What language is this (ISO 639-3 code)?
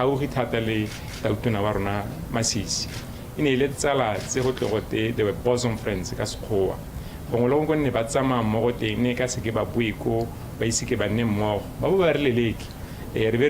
tsn